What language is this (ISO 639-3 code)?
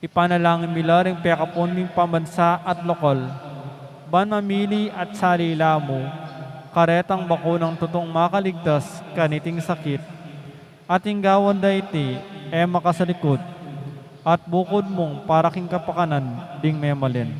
pam